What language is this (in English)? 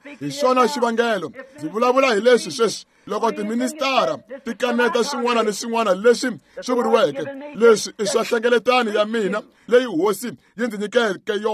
Tsonga